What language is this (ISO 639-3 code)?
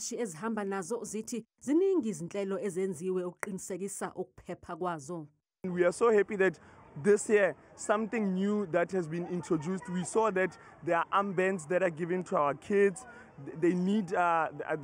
zul